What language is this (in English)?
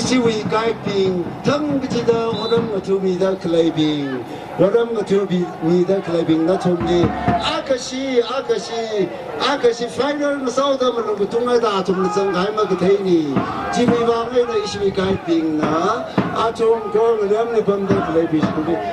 Tangkhul Naga (India)